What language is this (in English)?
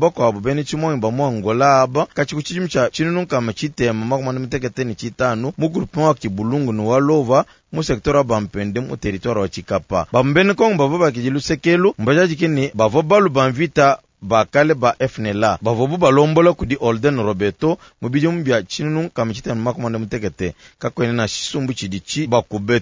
Luba-Lulua